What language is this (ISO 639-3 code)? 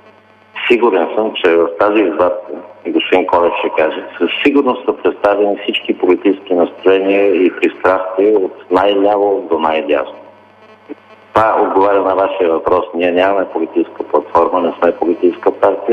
bul